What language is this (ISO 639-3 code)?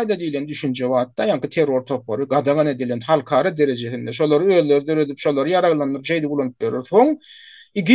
tuk